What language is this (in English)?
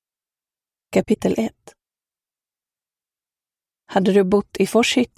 Swedish